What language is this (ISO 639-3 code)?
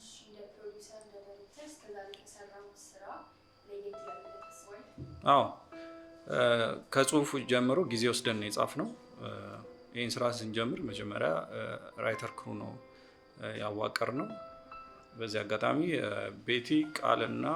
amh